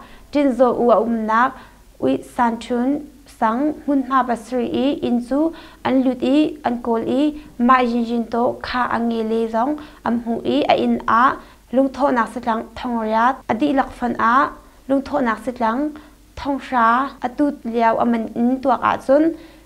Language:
Hakha Chin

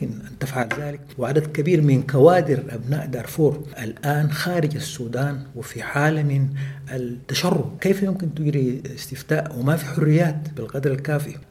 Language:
Sudanese Arabic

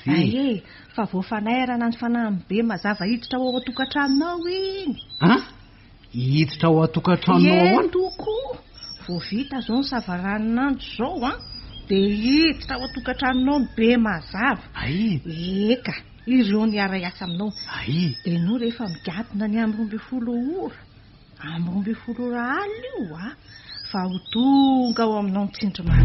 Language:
Malagasy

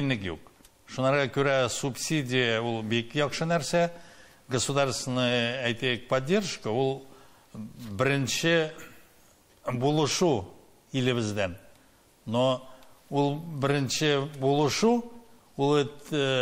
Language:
Tatar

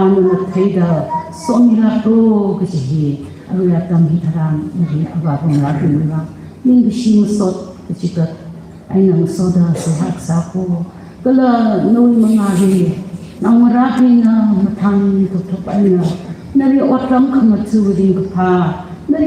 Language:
Tangkhul Naga (India)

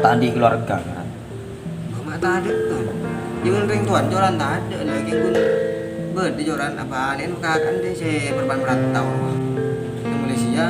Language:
Madurese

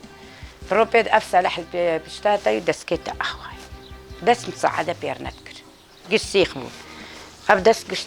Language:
Kurdish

